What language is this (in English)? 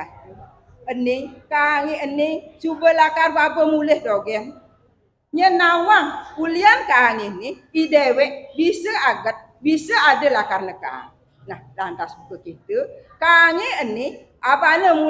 Balinese